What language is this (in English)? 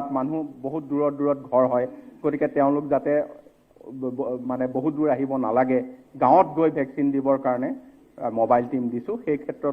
Assamese